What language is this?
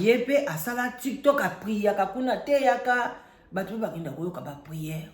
Lingala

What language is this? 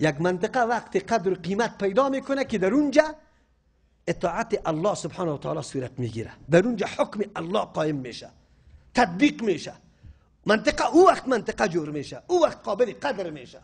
Persian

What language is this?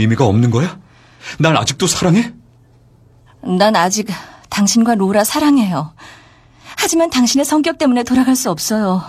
Korean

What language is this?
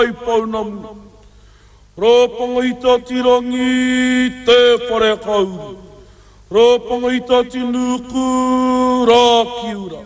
Māori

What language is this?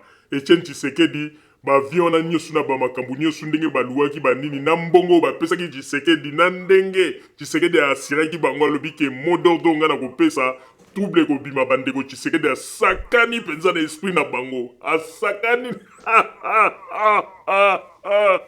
Lingala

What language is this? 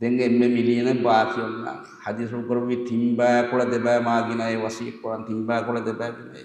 Divehi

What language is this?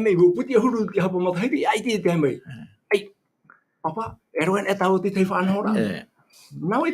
Tahitian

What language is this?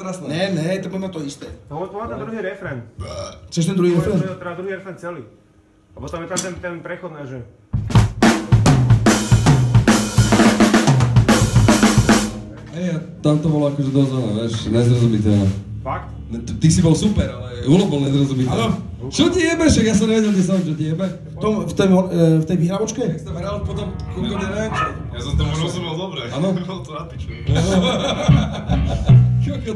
Slovak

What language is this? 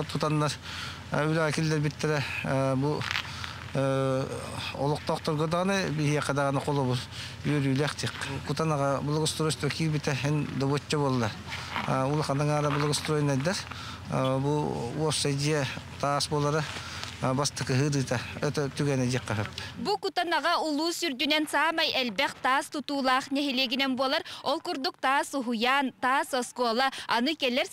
Yakut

